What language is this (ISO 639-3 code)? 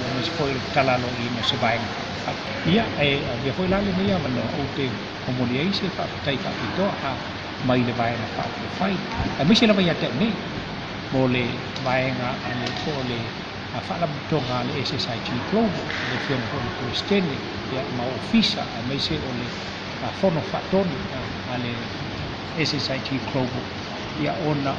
smo